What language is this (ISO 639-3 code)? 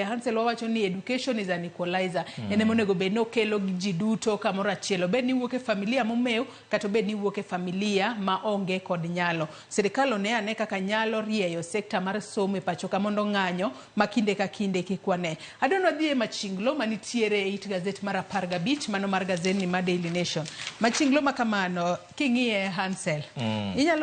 luo